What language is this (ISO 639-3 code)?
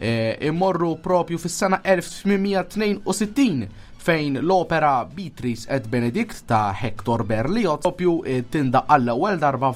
mlt